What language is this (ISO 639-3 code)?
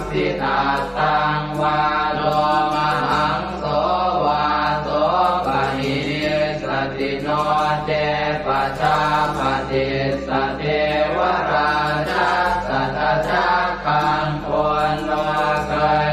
pli